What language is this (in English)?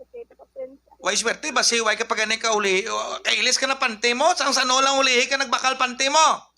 Hiligaynon